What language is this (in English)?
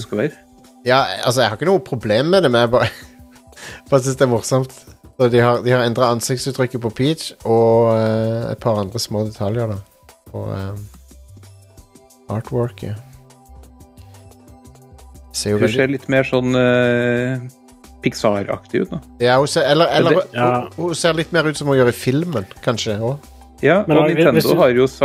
Norwegian